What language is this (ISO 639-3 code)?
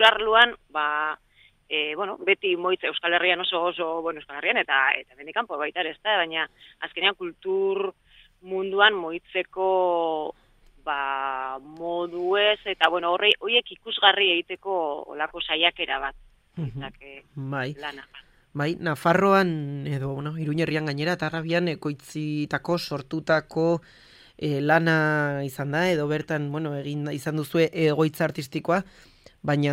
eus